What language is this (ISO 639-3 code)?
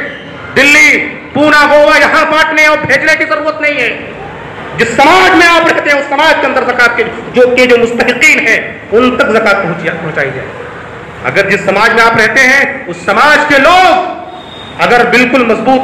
urd